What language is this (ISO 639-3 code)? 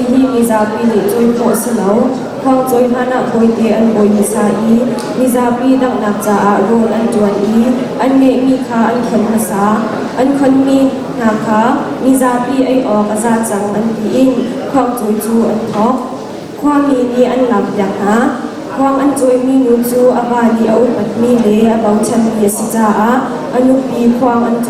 cnh